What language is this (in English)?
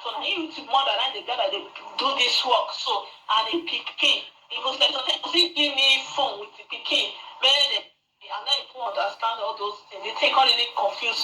Nigerian Pidgin